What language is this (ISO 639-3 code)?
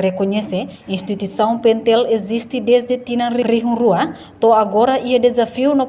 tet